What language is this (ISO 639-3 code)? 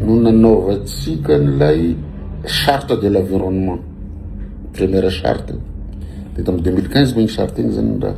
mlg